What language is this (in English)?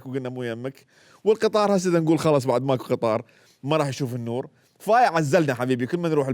Mesopotamian Arabic